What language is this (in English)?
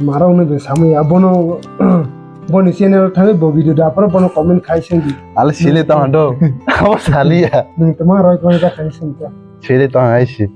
Kok Borok